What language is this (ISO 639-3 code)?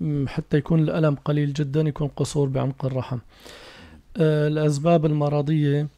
apc